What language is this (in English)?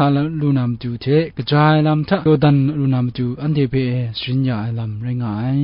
Kachin